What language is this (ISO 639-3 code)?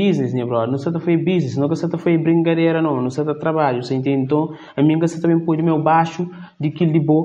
kea